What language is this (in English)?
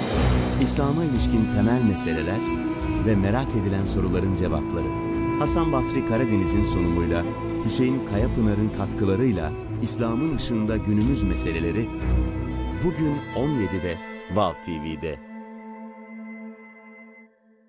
Turkish